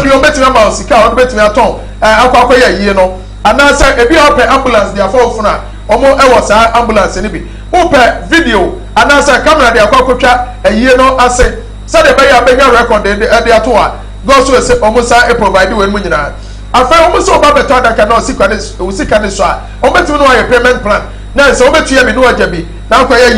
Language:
Akan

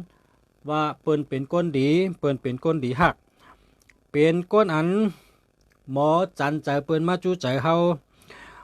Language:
Shan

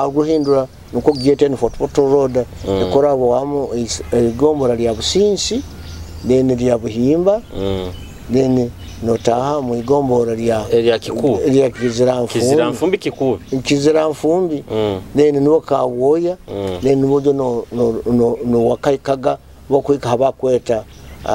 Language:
Nyoro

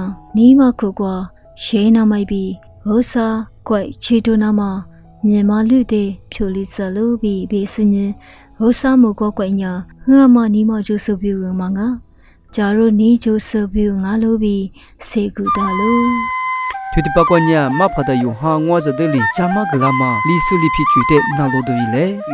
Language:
Lisu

